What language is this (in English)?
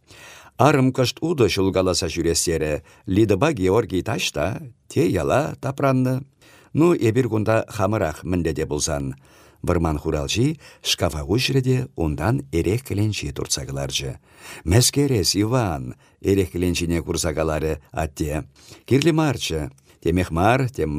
Chuvash